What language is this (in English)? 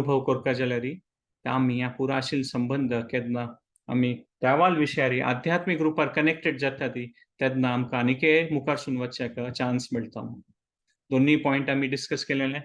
Konkani